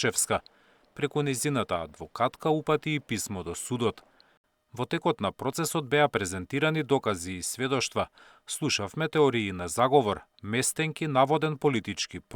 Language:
Macedonian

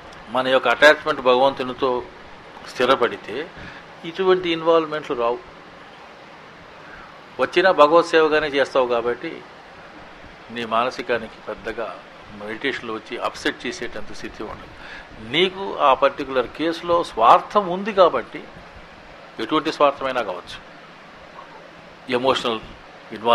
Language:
Telugu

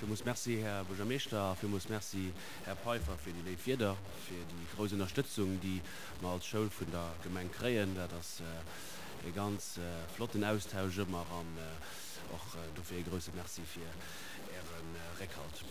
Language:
Luxembourgish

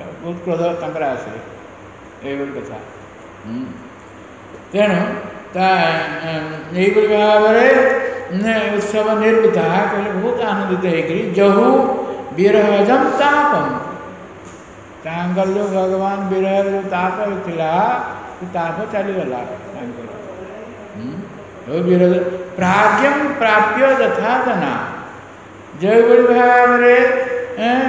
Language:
Odia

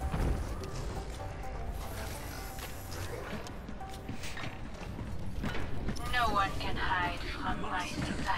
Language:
English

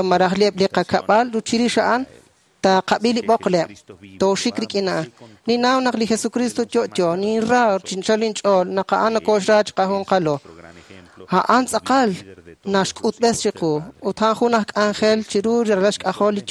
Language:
Kekchí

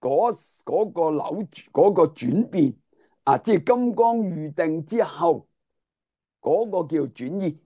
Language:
Cantonese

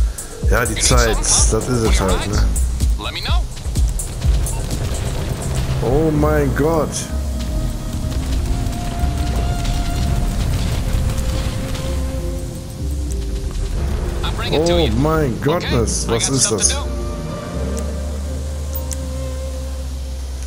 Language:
German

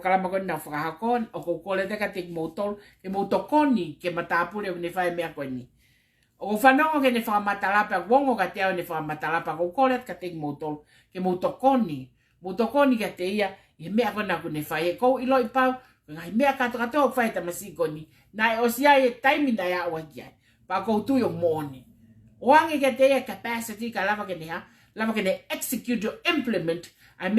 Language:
Tongan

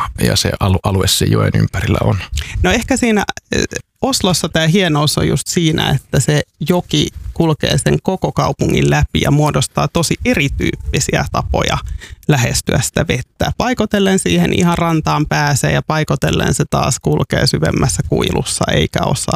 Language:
Finnish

